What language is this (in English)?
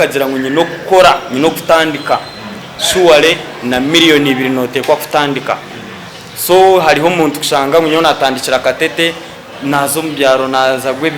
Nyankole